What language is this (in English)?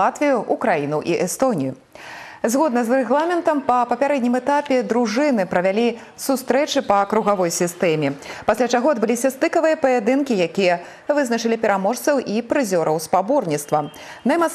Belarusian